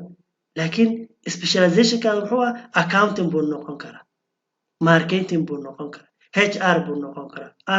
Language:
Somali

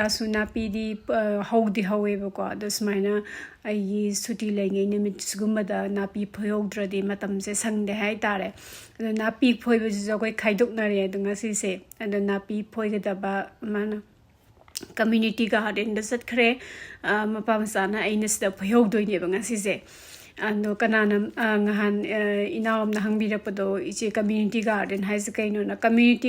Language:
Manipuri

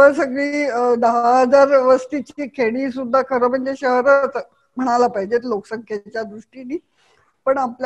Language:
Marathi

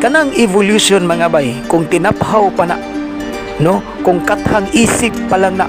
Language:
Cebuano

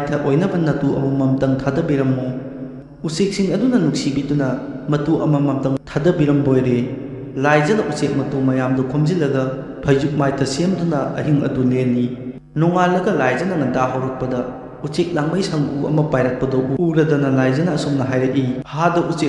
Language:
Manipuri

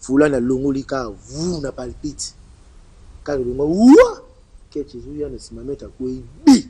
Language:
Lingala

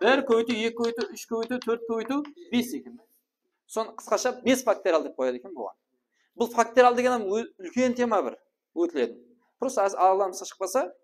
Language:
Kara-Kalpak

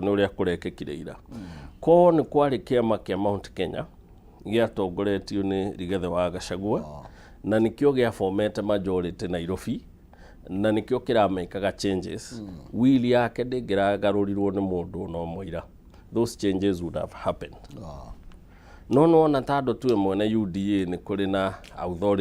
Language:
Kikuyu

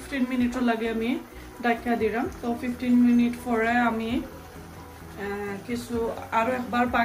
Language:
Sylheti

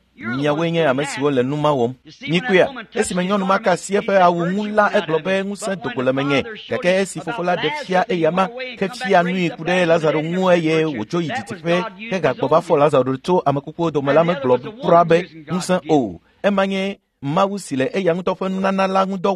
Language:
Ewe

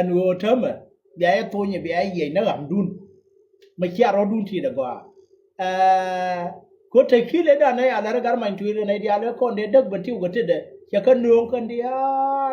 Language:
Nuer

